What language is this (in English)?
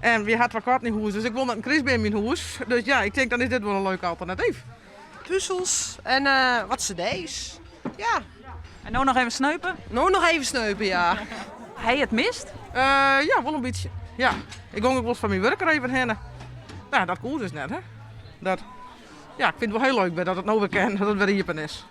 Western Frisian